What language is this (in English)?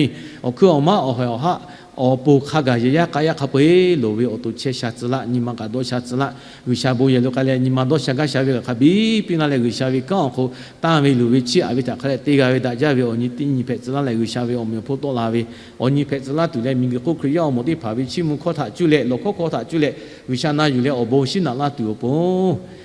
Lahu